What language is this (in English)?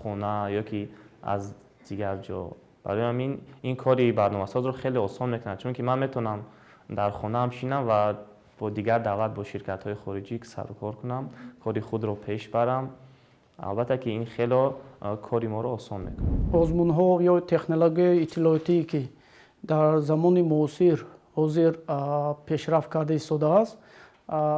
Tajik